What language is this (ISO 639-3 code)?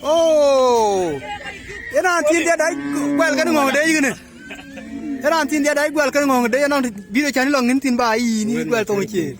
din